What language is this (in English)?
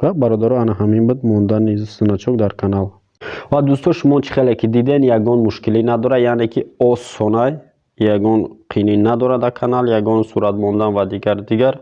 Tajik